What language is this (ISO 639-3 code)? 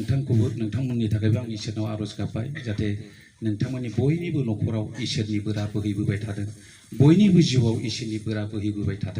brx